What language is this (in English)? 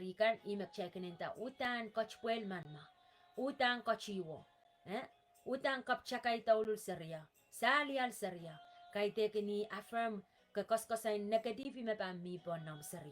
Pohnpeian